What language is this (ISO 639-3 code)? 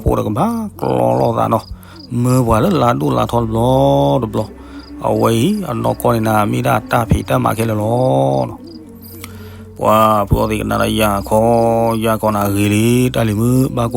ksw